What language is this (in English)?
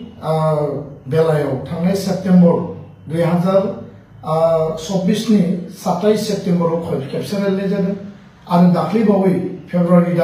Bodo